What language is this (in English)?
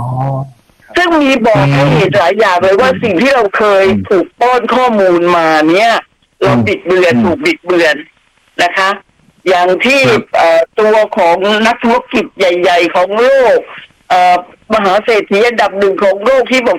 Thai